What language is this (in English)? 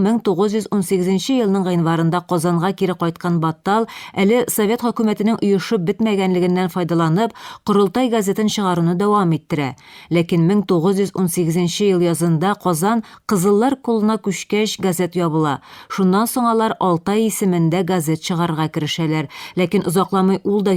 Tatar